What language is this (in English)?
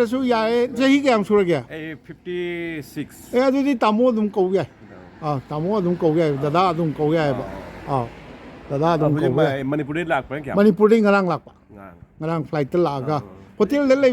Manipuri